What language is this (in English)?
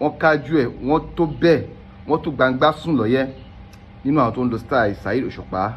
Yoruba